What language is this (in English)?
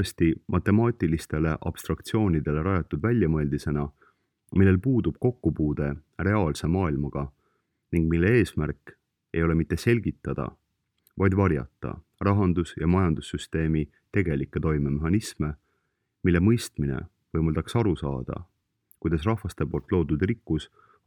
Estonian